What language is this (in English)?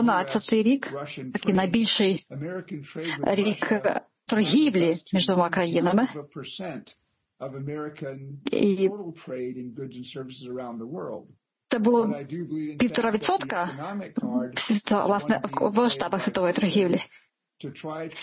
Ukrainian